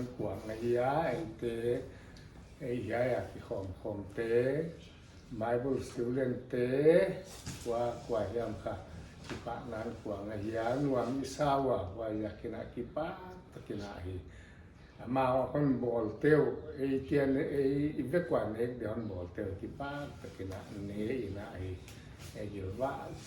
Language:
Paite Chin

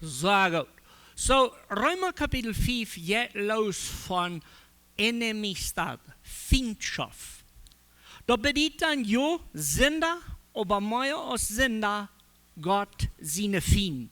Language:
Plautdietsch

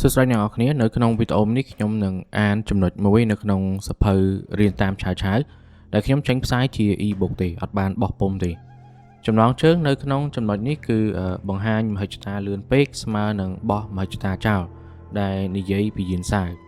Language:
Khmer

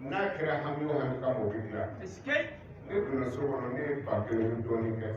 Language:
Bambara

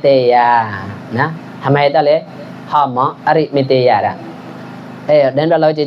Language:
Mon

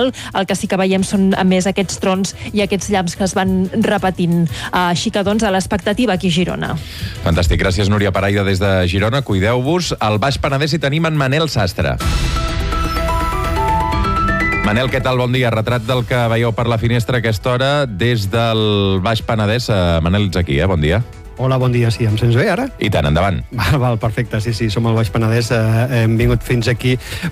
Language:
Catalan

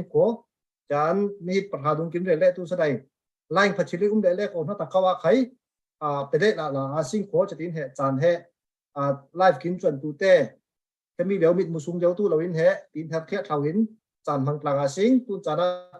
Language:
Falam Chin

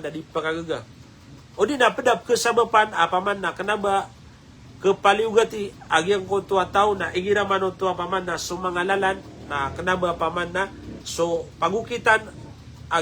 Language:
Maranao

